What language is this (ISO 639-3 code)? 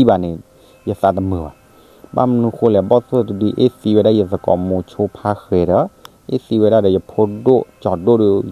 ksw